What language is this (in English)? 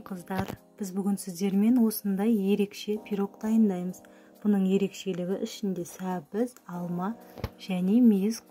Kazakh